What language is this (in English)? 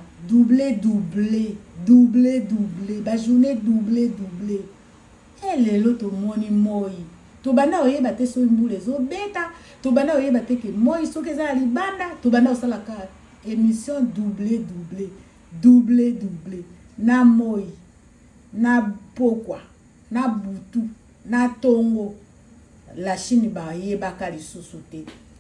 Lingala